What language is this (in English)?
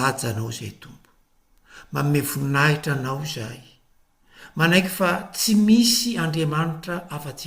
Malagasy